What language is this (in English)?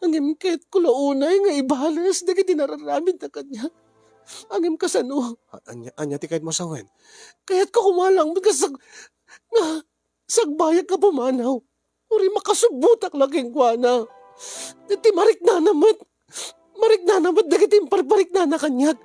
Iloko